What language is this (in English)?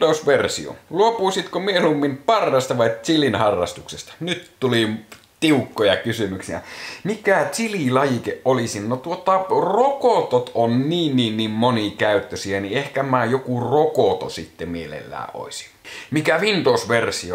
Finnish